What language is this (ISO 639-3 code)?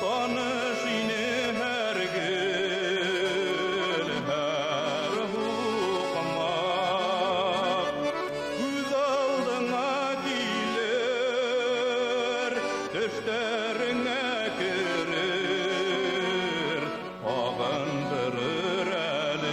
bak